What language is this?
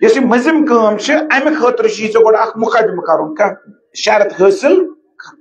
Kashmiri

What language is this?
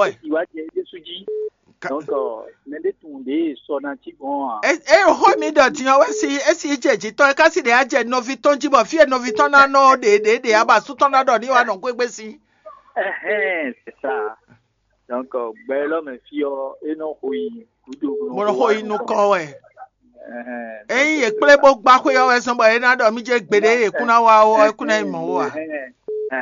Fon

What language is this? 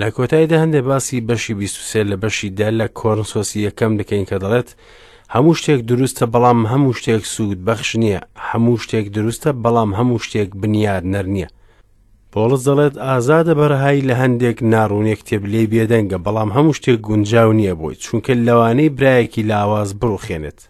Central Kurdish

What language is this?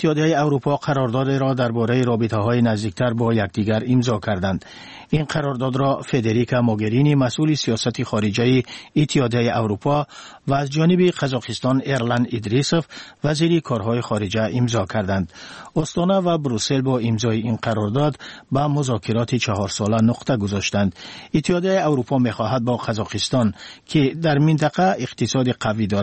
Tajik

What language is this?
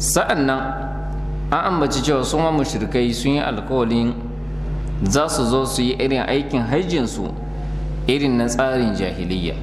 Hausa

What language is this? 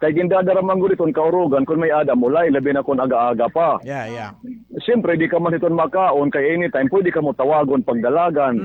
Waray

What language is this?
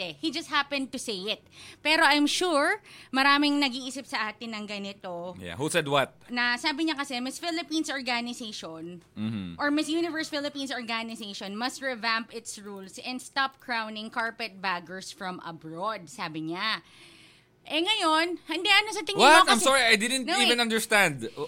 Filipino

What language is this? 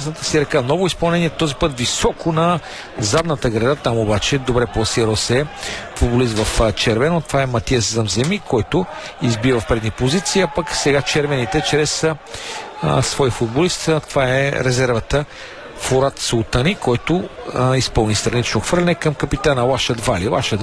Bulgarian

